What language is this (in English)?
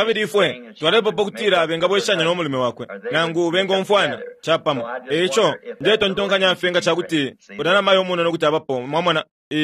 Bemba